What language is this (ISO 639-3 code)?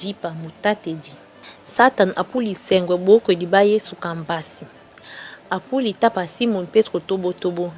dua